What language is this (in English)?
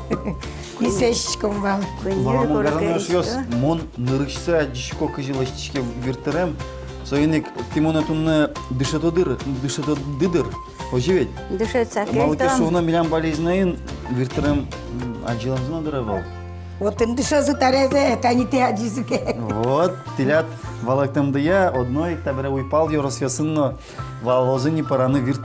Udmurt